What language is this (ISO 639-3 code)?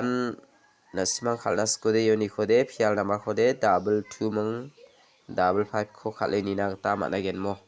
grt